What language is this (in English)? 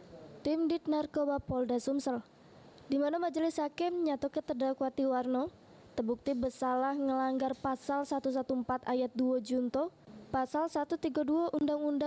Musi